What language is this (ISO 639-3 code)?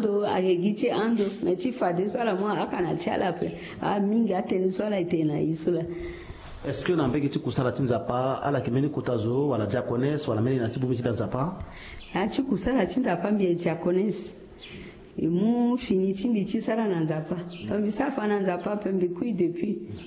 sag